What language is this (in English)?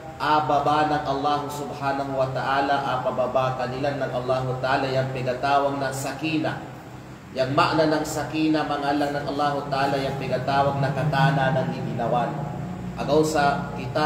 Kalagan